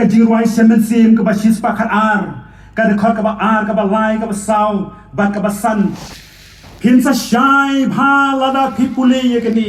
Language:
Khasi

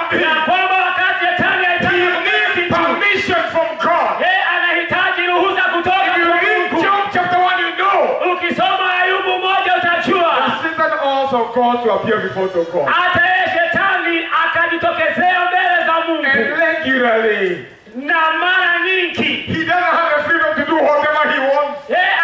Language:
Swahili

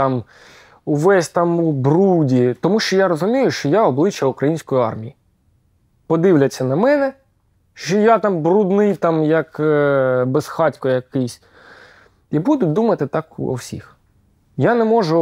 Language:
Ukrainian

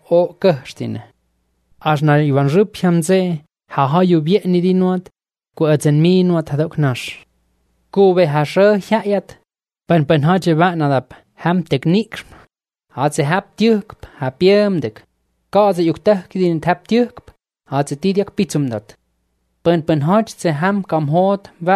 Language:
Estonian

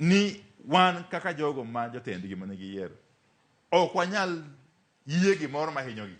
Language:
Luo (Kenya and Tanzania)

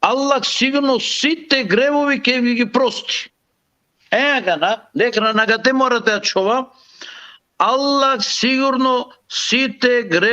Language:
Balkan Romani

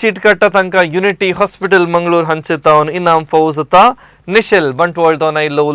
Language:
Konkani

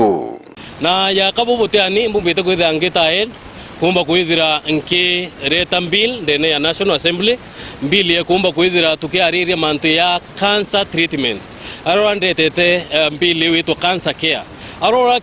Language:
Meru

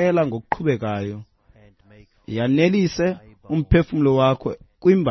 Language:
Xhosa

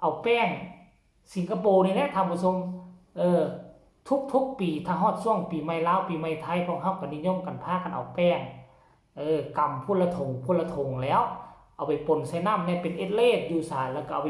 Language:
Lao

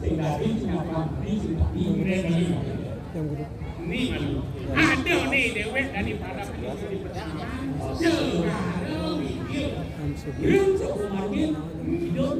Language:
Balinese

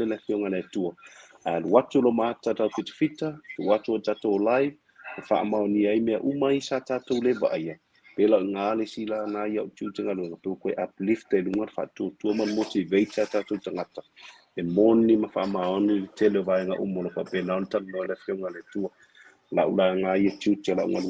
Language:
Samoan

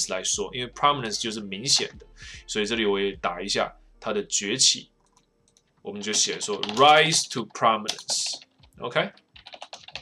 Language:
Chinese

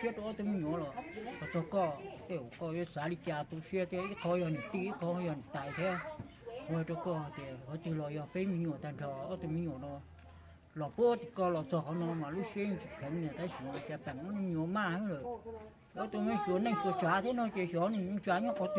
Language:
Hmong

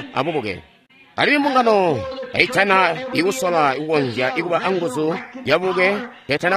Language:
Tonga (Zambia)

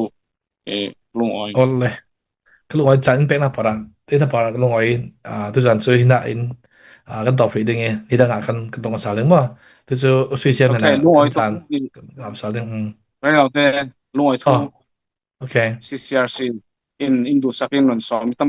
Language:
Falam Chin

